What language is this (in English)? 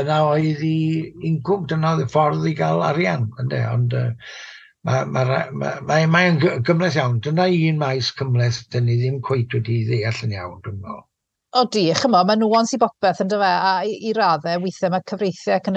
Welsh